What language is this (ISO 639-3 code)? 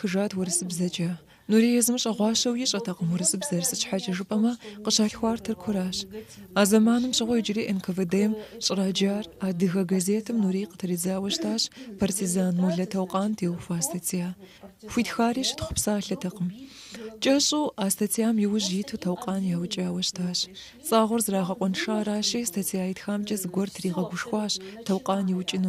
kbd